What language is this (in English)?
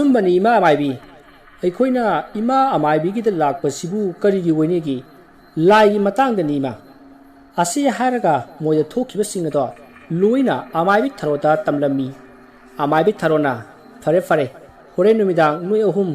Manipuri